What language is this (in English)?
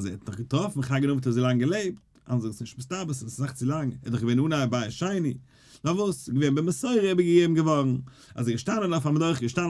Yiddish